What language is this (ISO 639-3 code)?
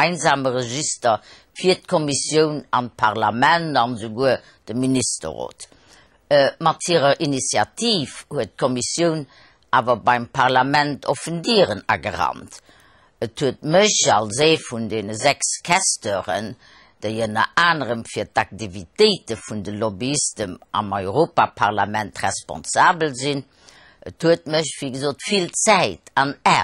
ltz